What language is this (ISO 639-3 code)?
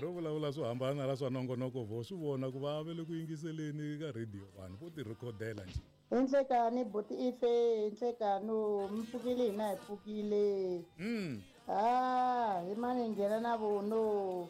tso